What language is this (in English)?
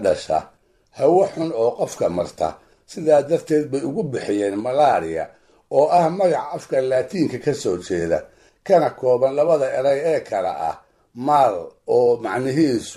Somali